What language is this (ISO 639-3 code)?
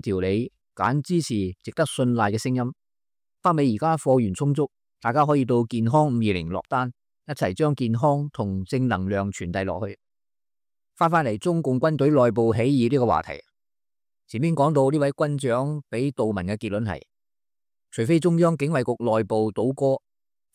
yue